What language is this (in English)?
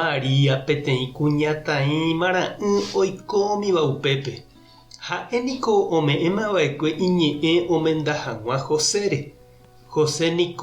Guarani